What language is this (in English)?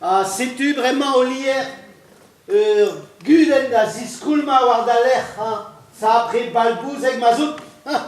Breton